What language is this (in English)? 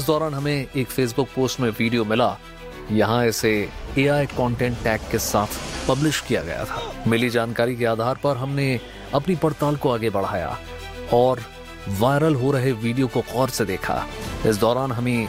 Hindi